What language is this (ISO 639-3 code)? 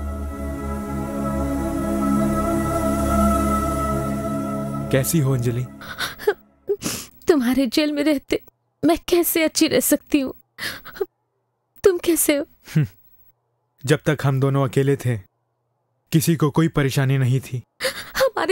hin